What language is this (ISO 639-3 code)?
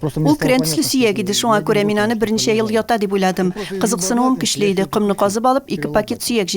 tat